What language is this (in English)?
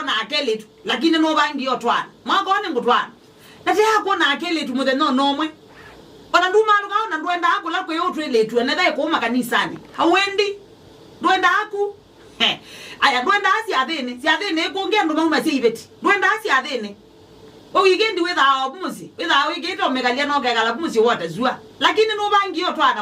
Kamba